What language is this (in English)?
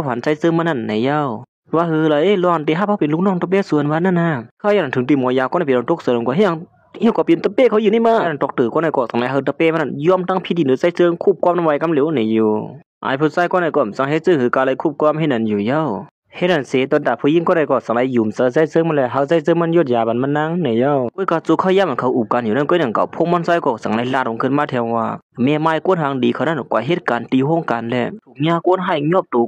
Shan